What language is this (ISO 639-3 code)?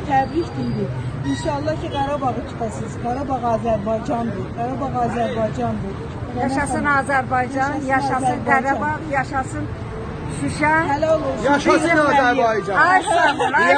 azb